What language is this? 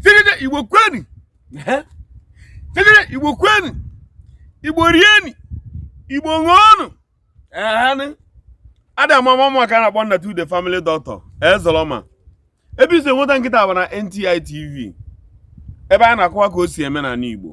Igbo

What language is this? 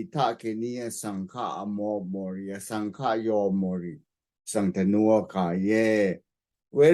Rawang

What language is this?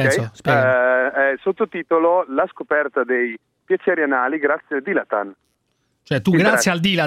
Italian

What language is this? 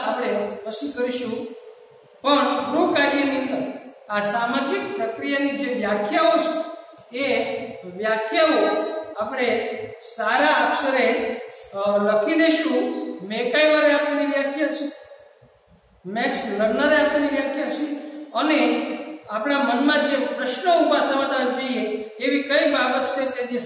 Gujarati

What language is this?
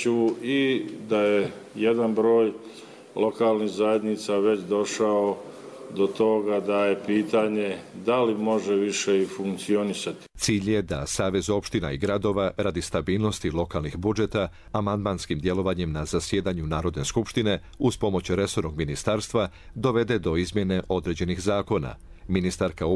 Croatian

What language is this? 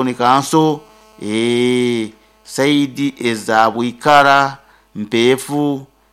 Nyoro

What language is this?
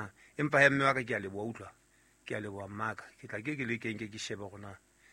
Southern Sotho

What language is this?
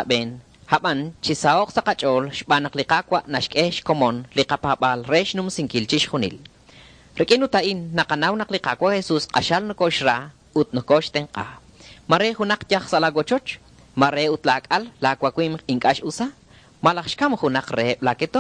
Kekchí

